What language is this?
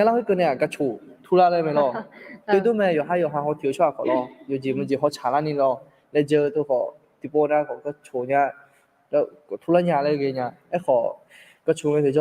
Akha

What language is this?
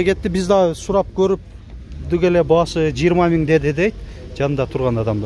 Kyrgyz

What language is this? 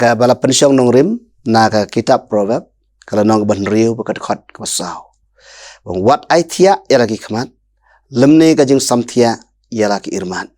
Khasi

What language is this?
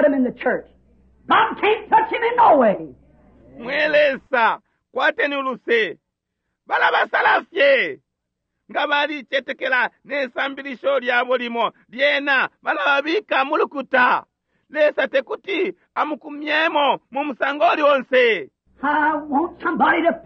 Bemba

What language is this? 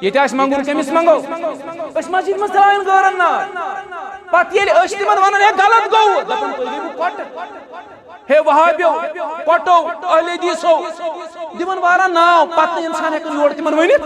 Kashmiri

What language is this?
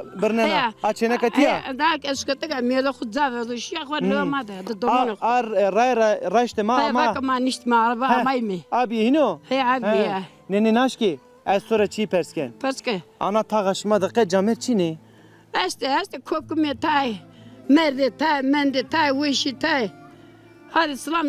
Zaza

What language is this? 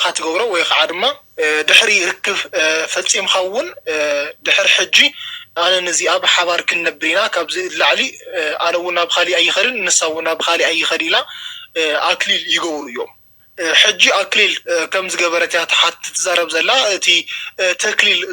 Tigrinya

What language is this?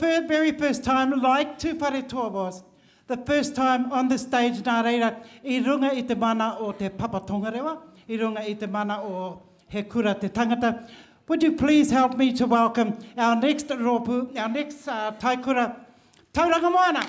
Māori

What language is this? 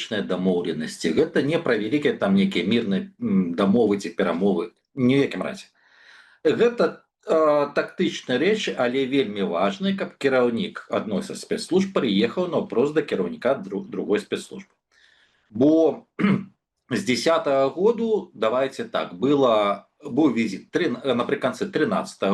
Belarusian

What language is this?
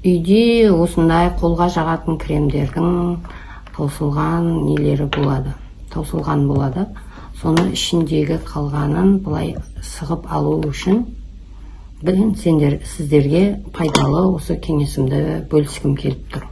Kazakh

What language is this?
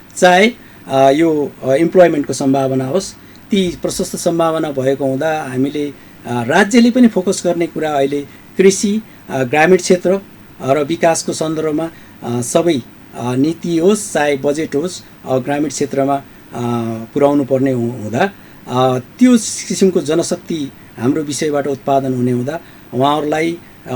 Nepali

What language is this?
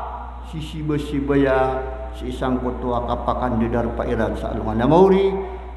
Maranao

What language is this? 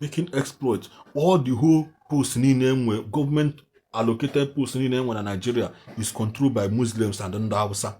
Igbo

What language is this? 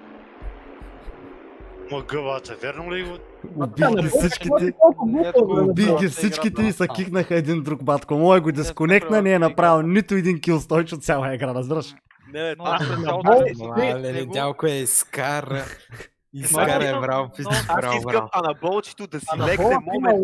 Bulgarian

